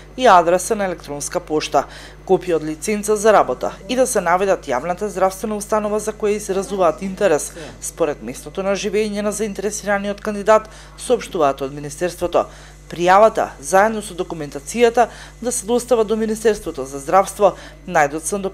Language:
Macedonian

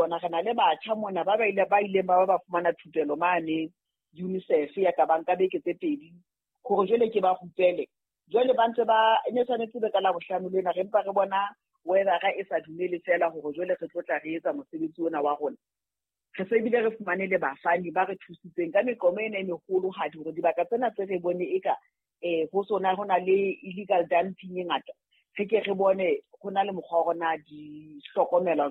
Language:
Southern Sotho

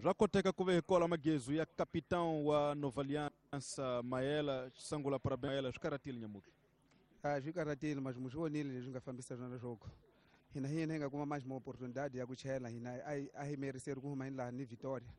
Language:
Tsonga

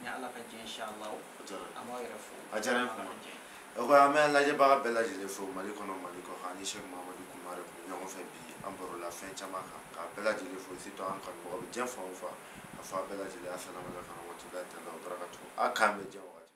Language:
Bambara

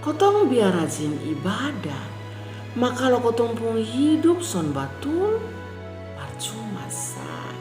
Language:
Kupang Malay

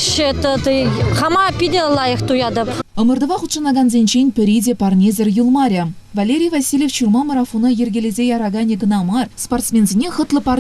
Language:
Chuvash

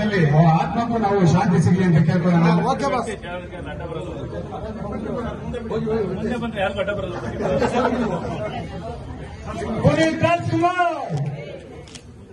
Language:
Kannada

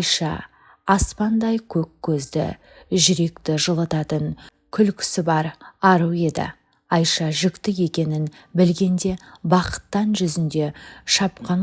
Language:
Kazakh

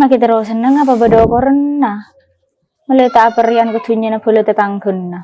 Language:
Madurese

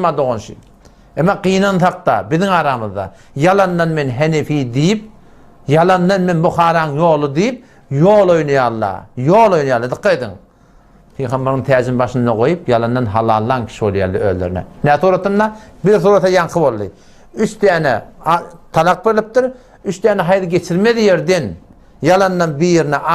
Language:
Turkmen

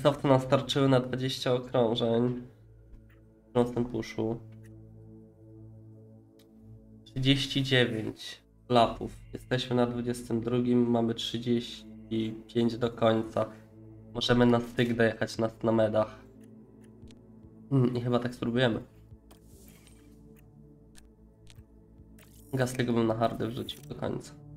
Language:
Polish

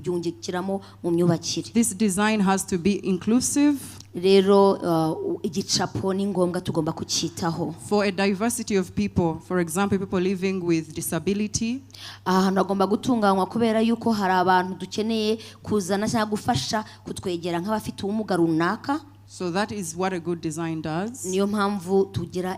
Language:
Kinyarwanda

